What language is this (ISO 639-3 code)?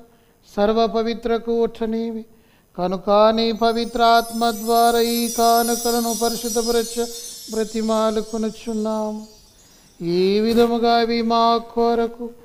tel